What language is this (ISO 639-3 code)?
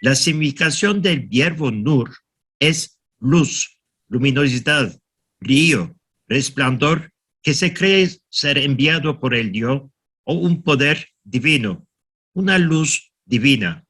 lad